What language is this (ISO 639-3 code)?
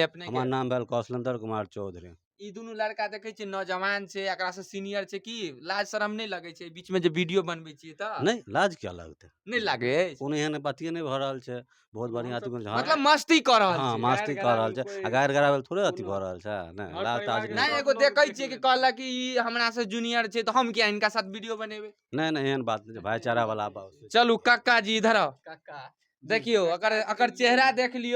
mai